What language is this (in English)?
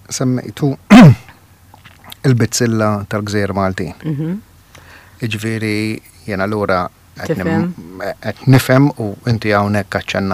Maltese